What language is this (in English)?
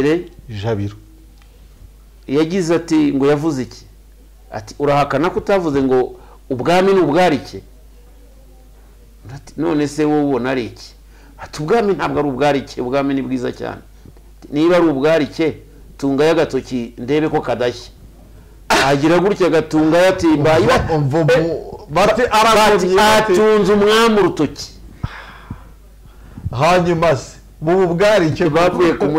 Kinyarwanda